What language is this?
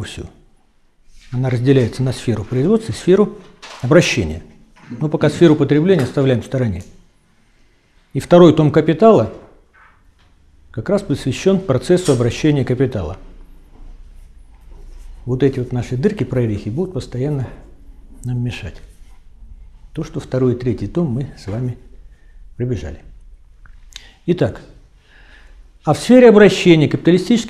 Russian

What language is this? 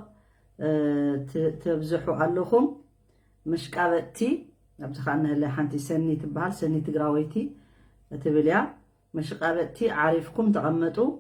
Tigrinya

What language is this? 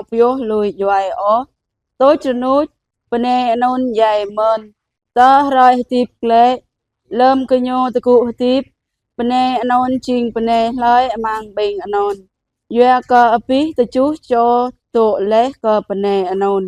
Jarai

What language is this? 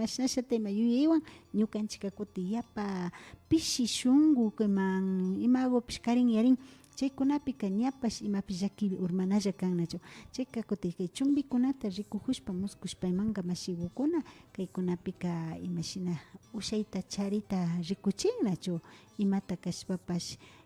Imbabura Highland Quichua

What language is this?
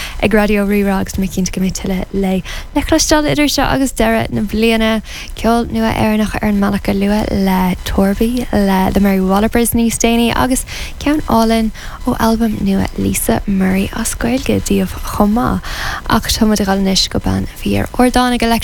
Irish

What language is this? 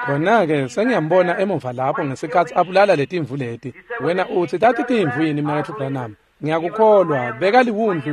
Swati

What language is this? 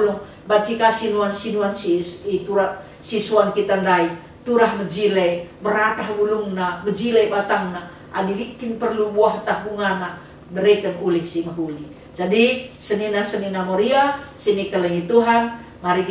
Batak Karo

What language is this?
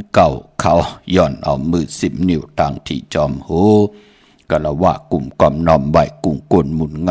Shan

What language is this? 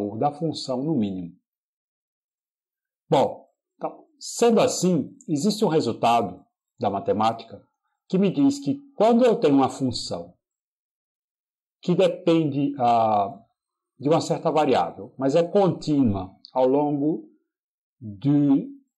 Portuguese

